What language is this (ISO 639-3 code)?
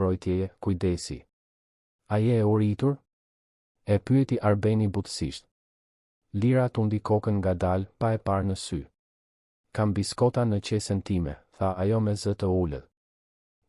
sqi